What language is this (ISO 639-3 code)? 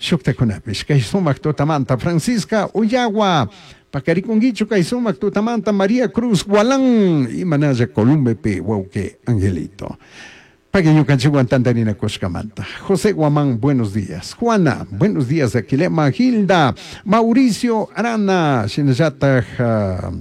qug